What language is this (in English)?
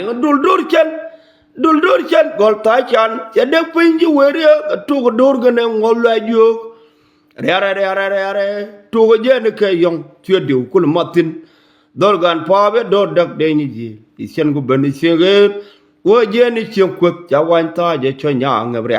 Nuer